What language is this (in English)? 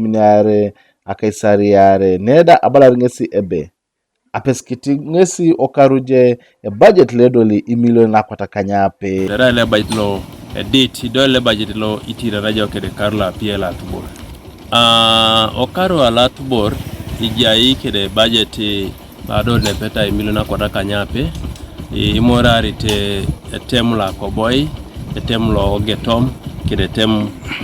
Teso